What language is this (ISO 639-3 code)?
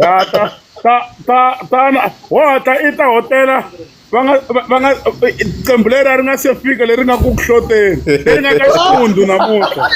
tso